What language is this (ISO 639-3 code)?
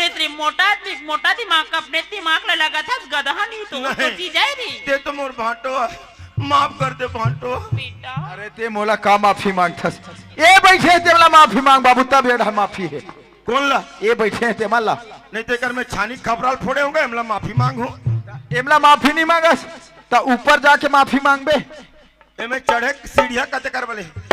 hne